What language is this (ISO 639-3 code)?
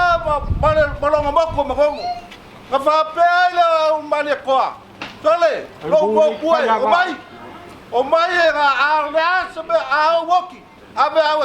smo